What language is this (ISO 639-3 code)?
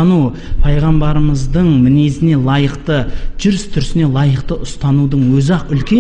kaz